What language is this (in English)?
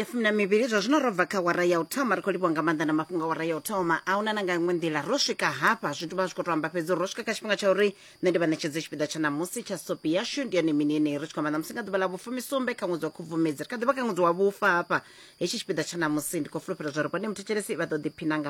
Venda